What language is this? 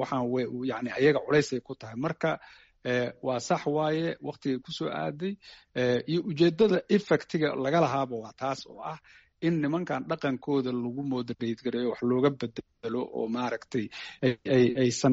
Somali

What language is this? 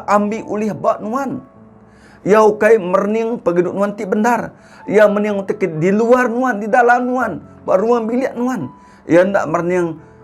Iban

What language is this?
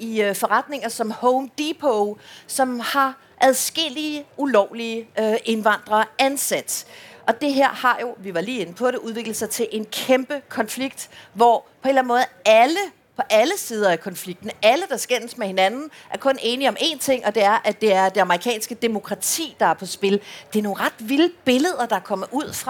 Danish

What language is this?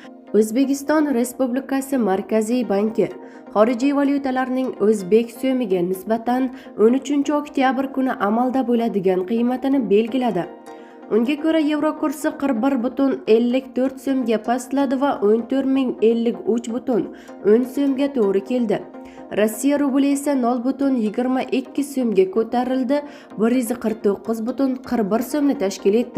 Uzbek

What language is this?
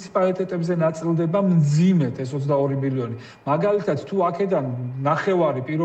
Georgian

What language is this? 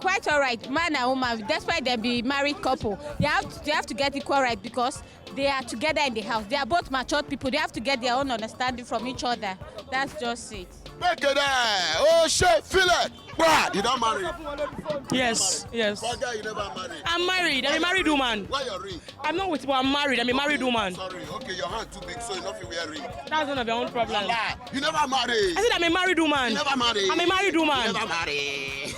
Nigerian Pidgin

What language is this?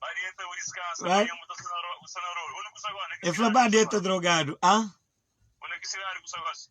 Kabuverdianu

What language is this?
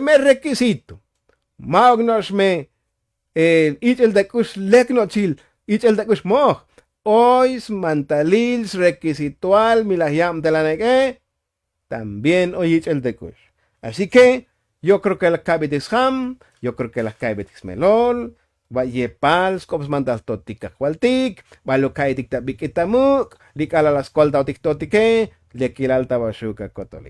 Tzotzil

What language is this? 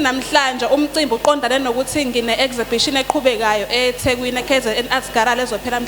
Zulu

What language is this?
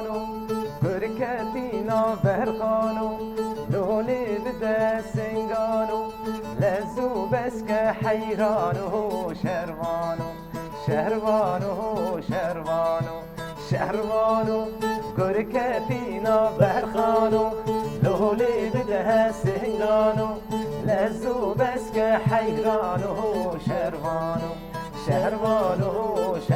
Kurdish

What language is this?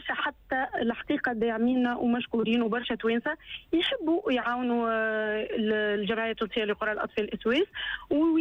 Tunisian Arabic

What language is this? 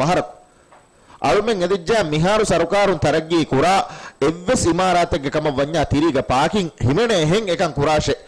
Divehi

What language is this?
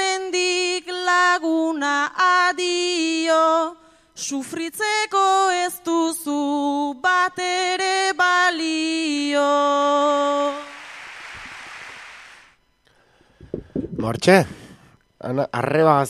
Basque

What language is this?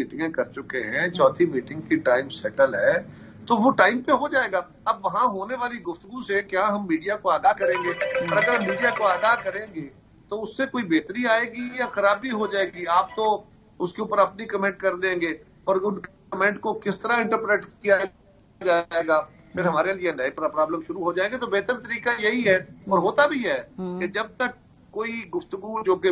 Urdu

